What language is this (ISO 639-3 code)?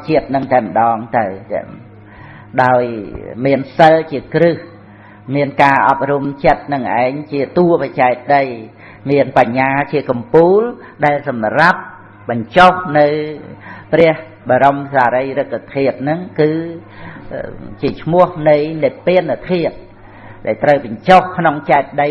khm